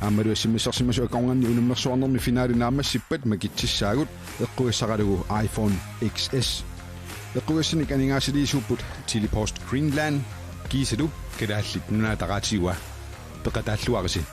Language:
Kalaallisut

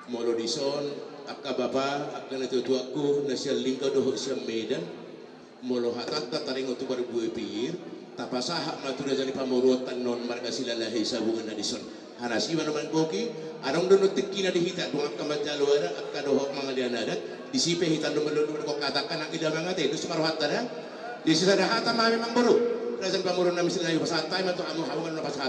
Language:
Batak Toba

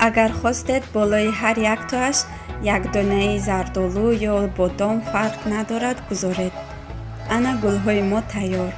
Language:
Tajik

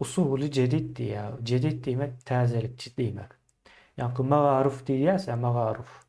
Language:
Turkmen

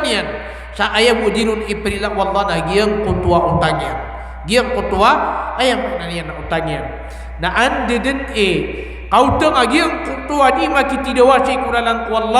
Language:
Maranao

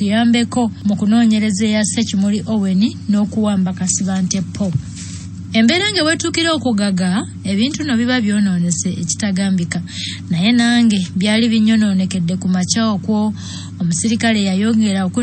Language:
Ganda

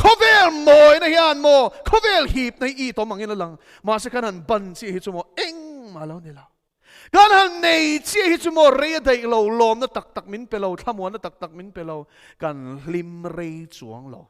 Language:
Mizo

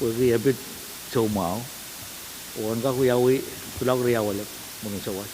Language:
Pohnpeian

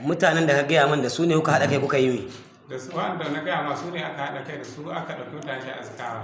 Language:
Hausa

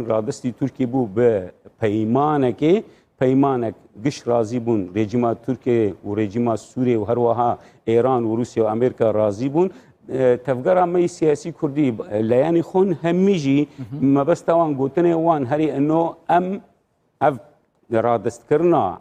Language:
Kurdish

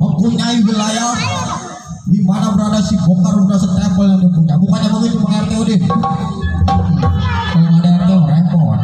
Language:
Betawi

